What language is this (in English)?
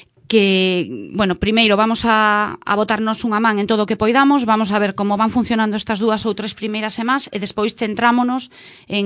Galician